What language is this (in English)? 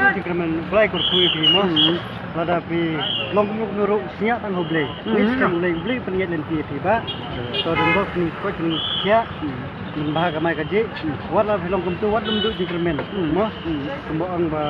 Khasi